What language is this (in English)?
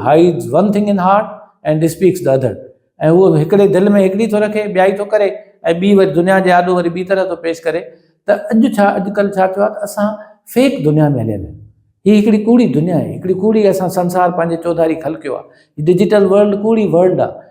Sindhi